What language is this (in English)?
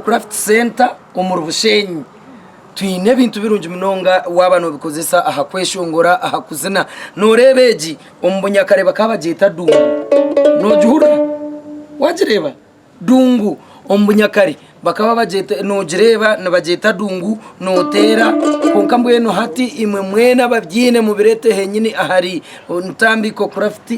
Nyankole